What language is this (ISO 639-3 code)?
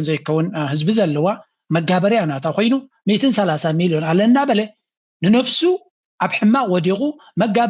tir